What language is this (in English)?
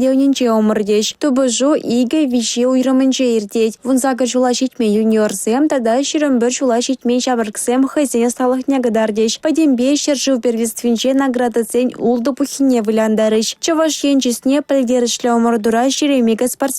Chuvash